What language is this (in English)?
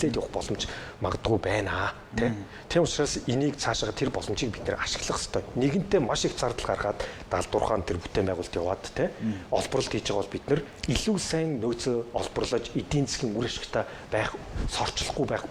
Mongolian